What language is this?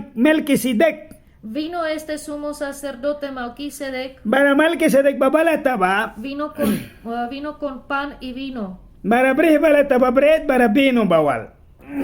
Mískito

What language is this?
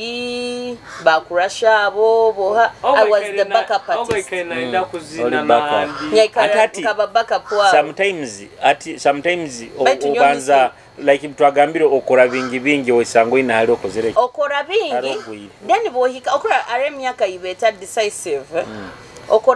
Nyoro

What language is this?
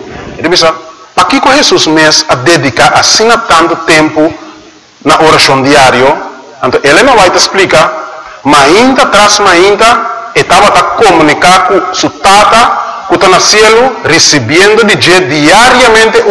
Papiamento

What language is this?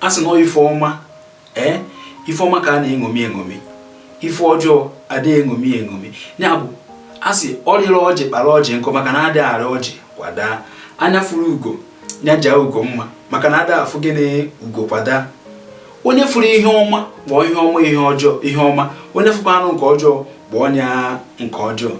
Igbo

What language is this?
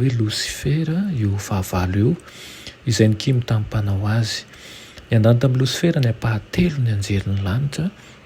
Malagasy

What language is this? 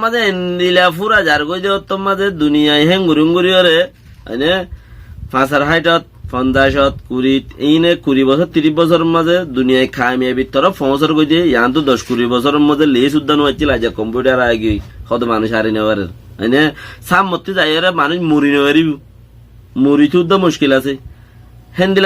Rohingya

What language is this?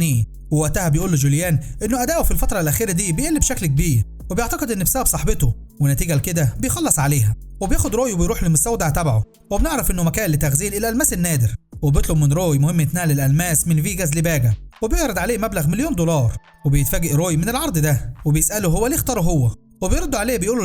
Egyptian Arabic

